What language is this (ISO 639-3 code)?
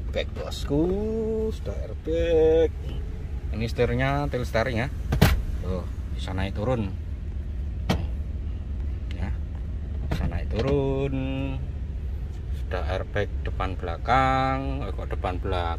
ind